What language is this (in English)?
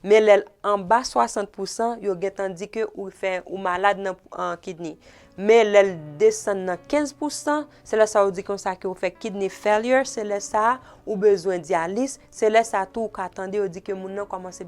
Haitian Creole